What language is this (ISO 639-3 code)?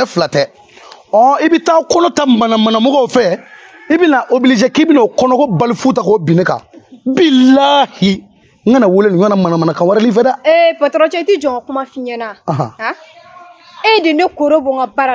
bam